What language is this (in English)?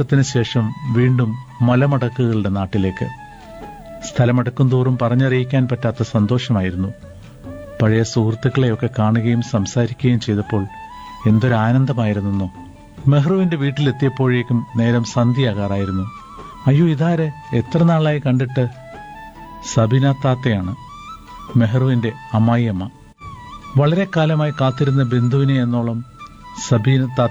Malayalam